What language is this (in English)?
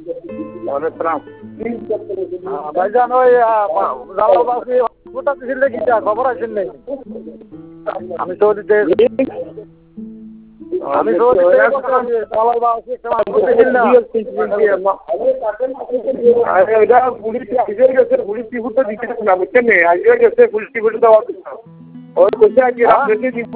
Bangla